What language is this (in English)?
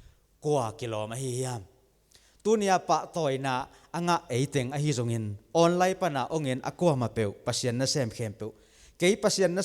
Tedim Chin